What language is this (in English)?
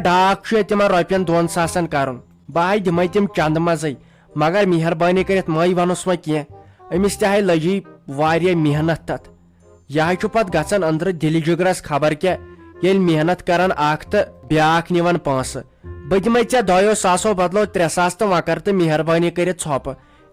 Kashmiri